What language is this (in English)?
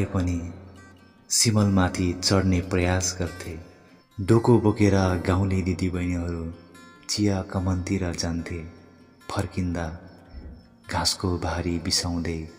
Nepali